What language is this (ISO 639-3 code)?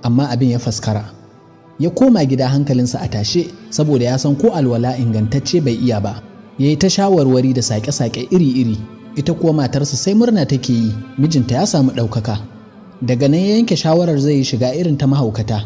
hau